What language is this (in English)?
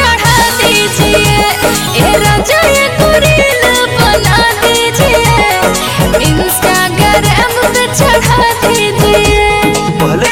Bhojpuri